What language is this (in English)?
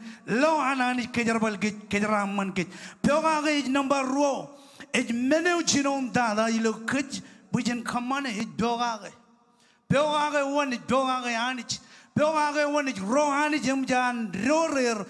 Marshallese